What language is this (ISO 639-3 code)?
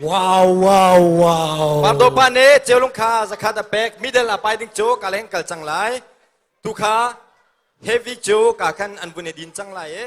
cnh